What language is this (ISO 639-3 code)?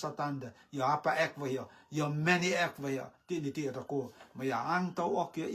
rtm